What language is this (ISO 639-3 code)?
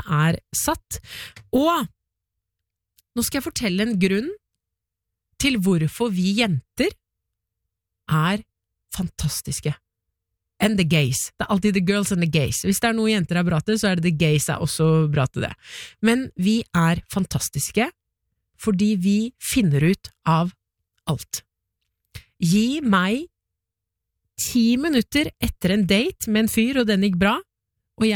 nor